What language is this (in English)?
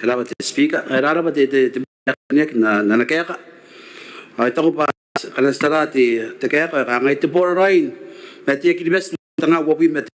Gilbertese